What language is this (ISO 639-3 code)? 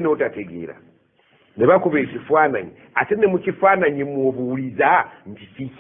lug